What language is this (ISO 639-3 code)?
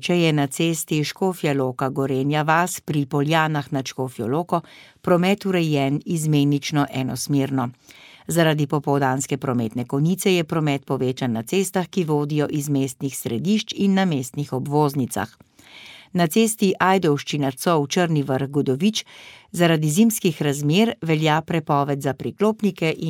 slv